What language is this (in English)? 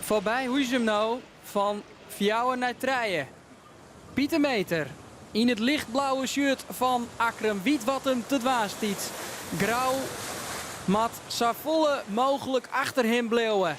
Western Frisian